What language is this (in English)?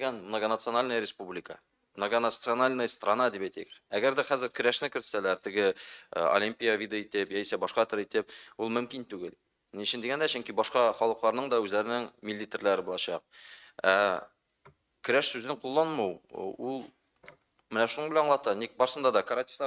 Tatar